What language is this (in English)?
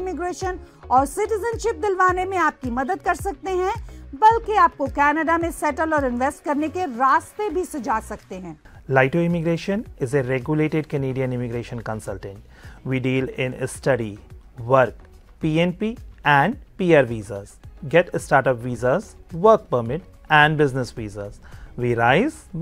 Hindi